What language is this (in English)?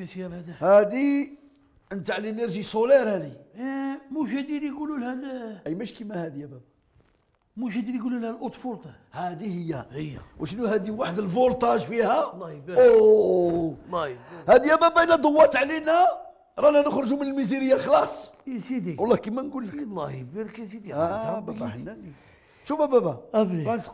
Algerian Arabic